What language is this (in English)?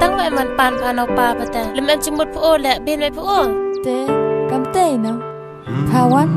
Khasi